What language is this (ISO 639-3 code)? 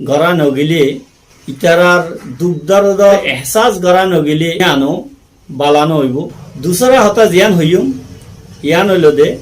rhg